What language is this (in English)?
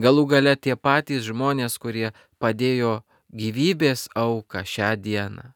Lithuanian